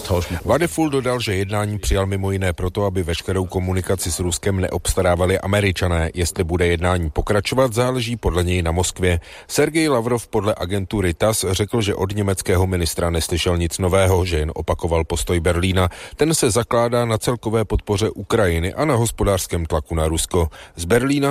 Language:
Czech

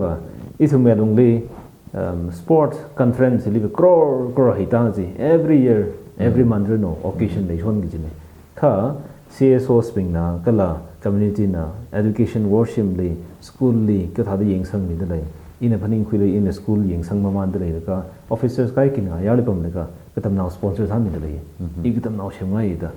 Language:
Tangkhul Naga (India)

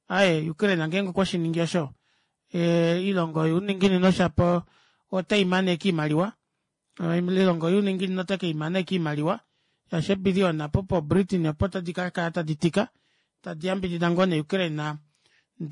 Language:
Kuanyama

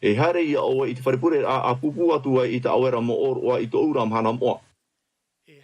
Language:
Tahitian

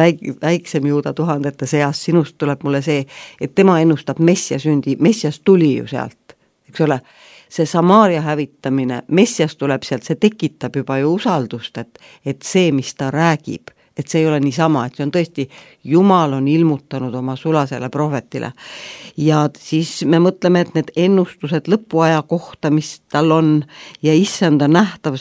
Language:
Estonian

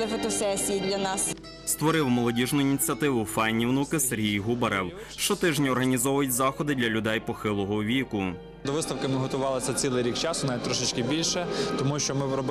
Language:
Ukrainian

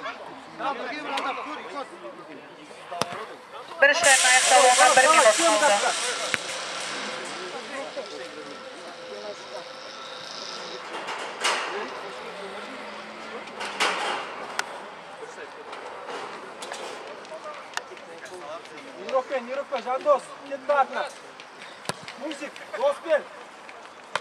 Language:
Kazakh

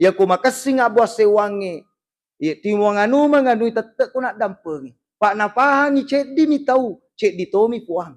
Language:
Buginese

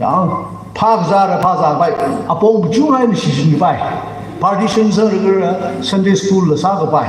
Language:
Tangkhul Naga (India)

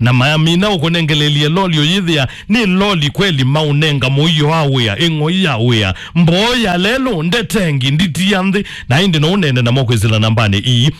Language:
Kamba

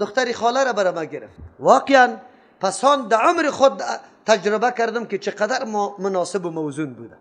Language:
Persian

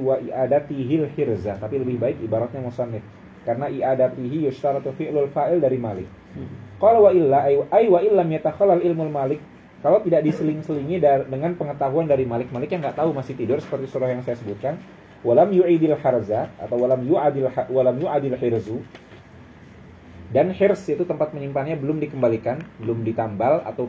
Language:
Indonesian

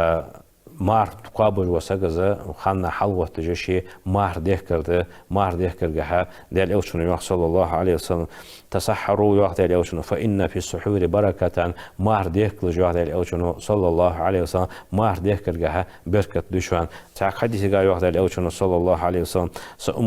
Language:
Ingush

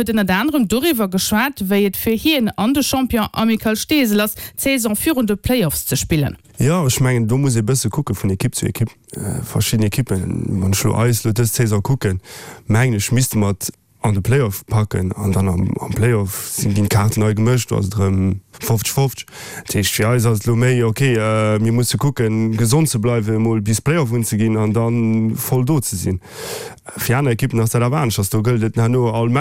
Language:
Luxembourgish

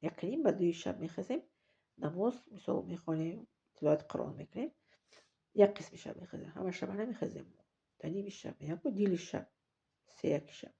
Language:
Tajik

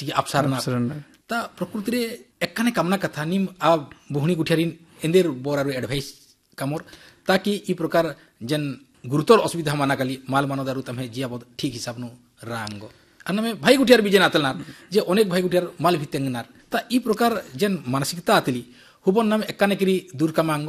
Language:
Kurukh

